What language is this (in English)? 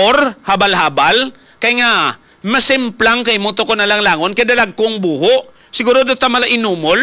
Hiligaynon